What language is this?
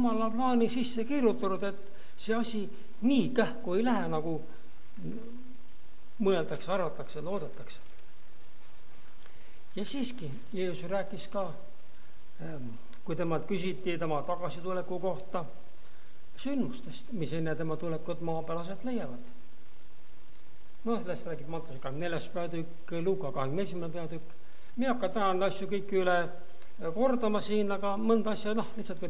Estonian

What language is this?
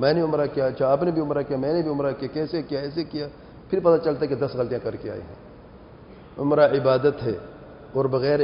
Urdu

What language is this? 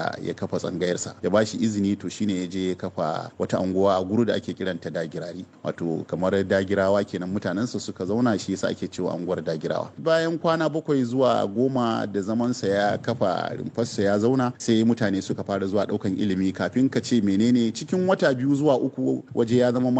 Hausa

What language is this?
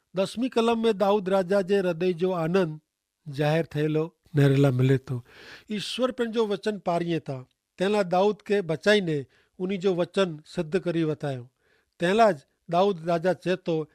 Kachhi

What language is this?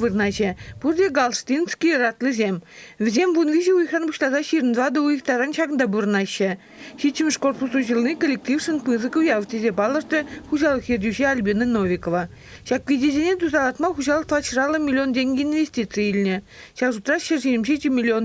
Chuvash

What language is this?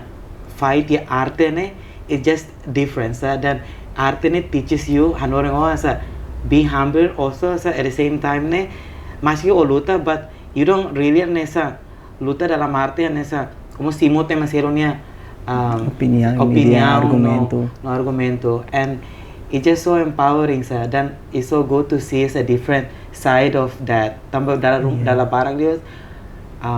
Tetum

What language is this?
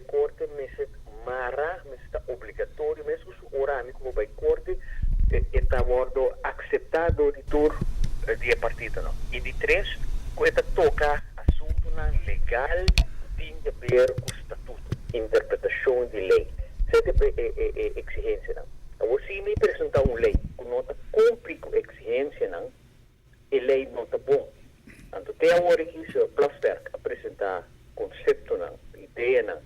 Papiamento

